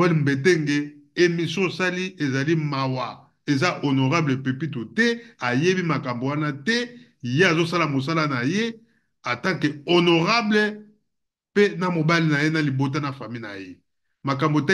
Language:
Lingala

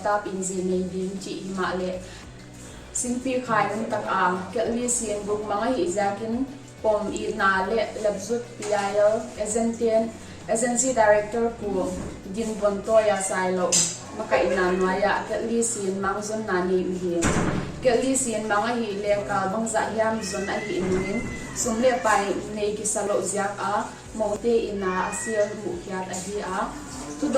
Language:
Paite Chin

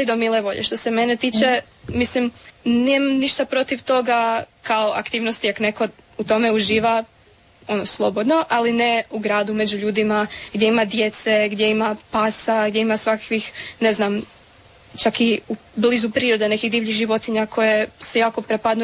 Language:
Croatian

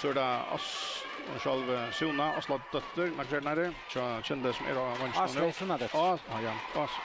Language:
Faroese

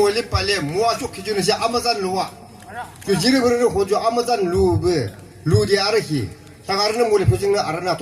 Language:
Yimchungru Naga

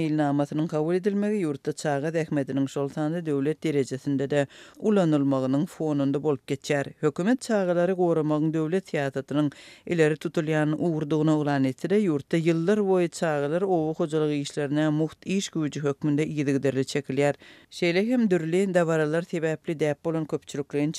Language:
Turkmen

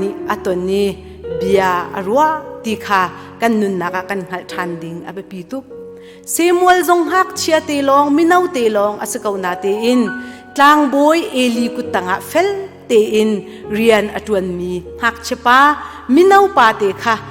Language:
Hakha Chin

